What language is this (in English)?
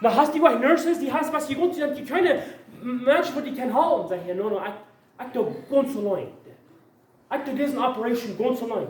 Plautdietsch